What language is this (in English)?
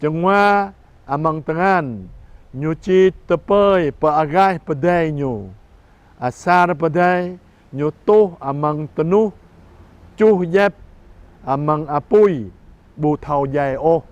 Jarai